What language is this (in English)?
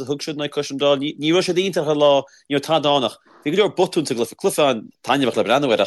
Irish